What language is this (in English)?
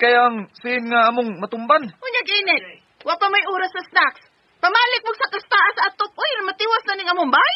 Cebuano